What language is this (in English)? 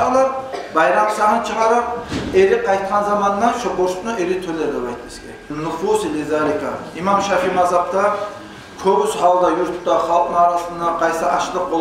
Kumyk